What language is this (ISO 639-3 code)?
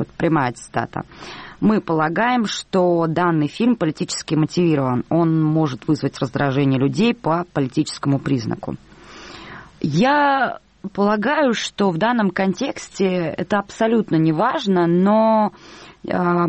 rus